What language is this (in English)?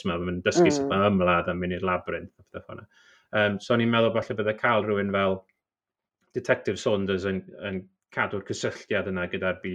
Welsh